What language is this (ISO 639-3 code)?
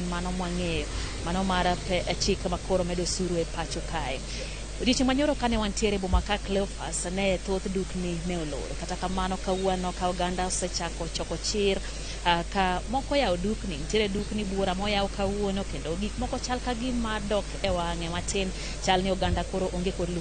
luo